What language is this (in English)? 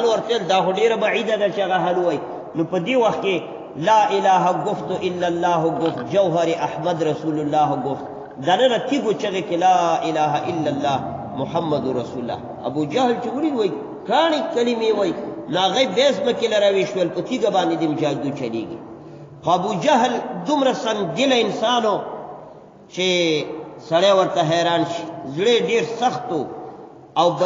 Pashto